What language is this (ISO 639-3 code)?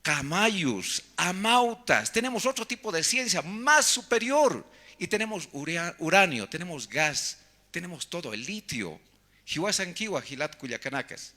aym